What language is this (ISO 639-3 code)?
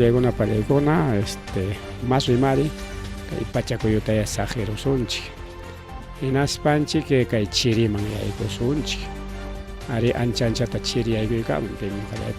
quy